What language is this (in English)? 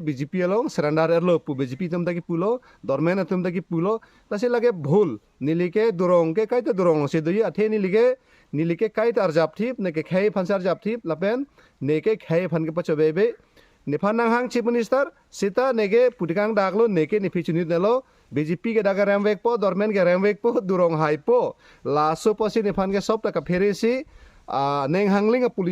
Karbi